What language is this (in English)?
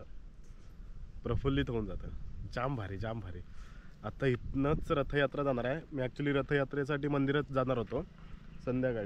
Marathi